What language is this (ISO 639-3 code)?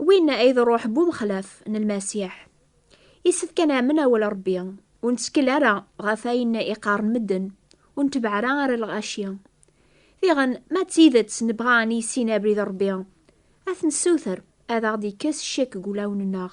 kab